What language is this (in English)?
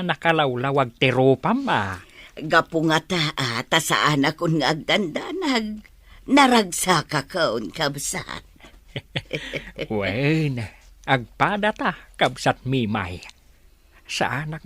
Iloko